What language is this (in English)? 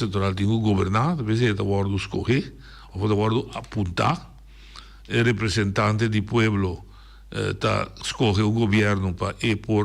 Papiamento